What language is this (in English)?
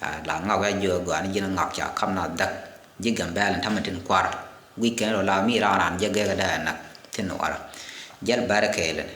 Nuer